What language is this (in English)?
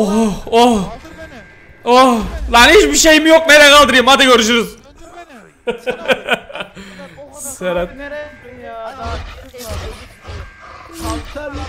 Turkish